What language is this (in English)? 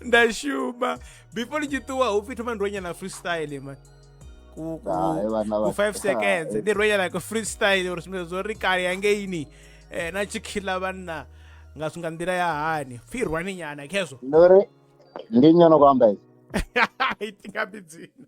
Venda